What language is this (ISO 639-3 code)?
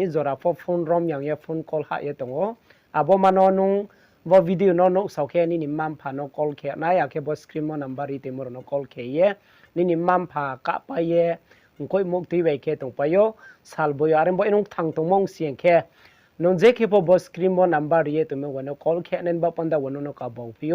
ria